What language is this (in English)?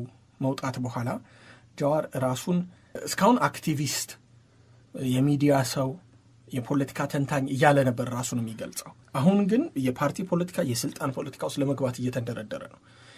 Amharic